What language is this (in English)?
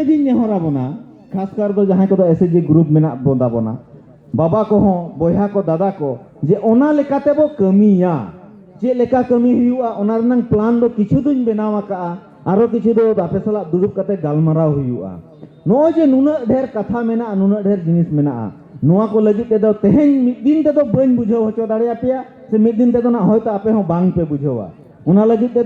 Santali